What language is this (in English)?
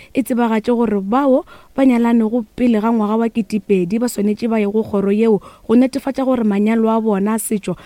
Northern Sotho